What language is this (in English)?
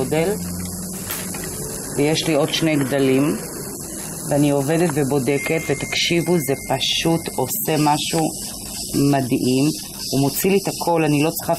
Hebrew